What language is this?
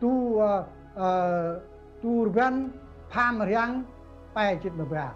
Central Mnong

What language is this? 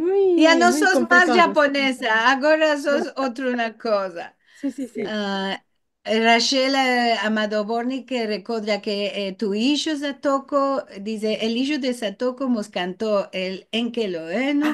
Ladino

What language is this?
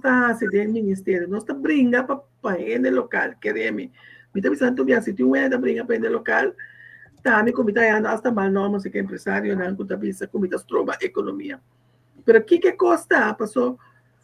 Papiamento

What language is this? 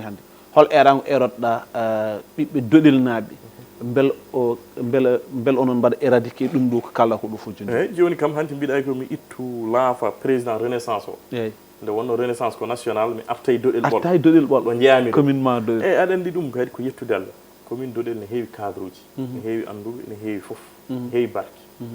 Fula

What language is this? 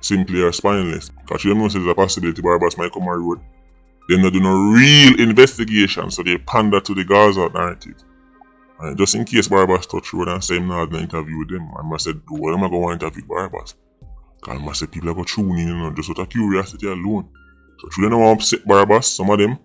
Jamaican Creole English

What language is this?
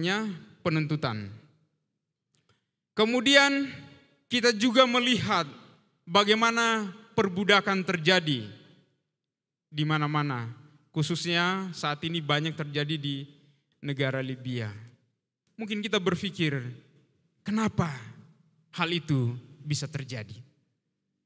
Indonesian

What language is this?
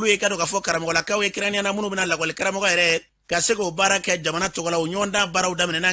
Bambara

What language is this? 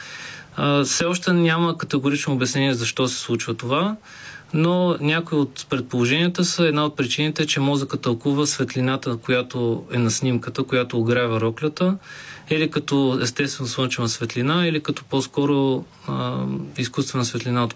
Bulgarian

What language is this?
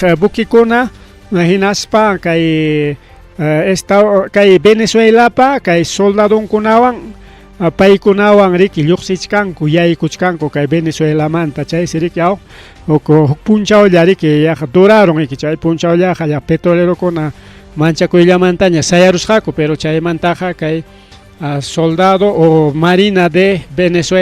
Ayacucho Quechua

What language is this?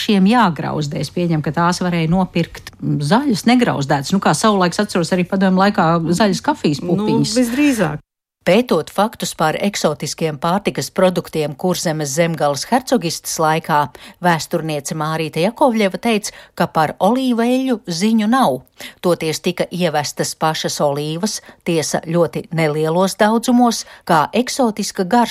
Latvian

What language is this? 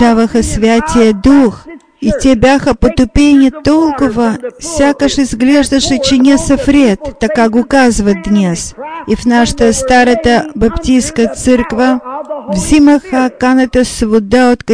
Bulgarian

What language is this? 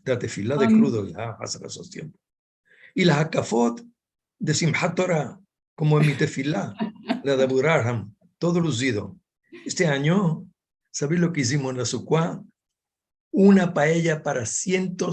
Ladino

